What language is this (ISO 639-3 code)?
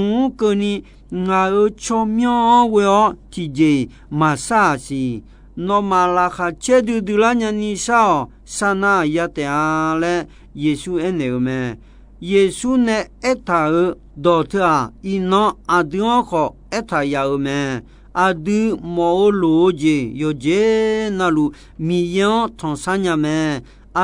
ahk